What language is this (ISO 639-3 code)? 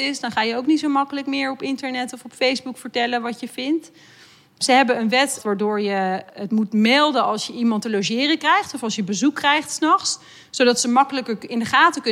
nld